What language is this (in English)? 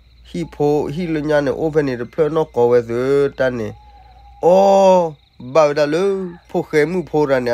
S'gaw Karen